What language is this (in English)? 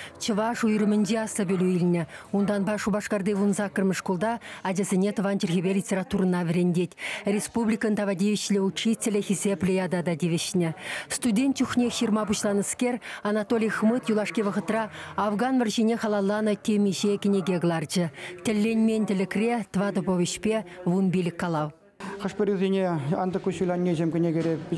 Chuvash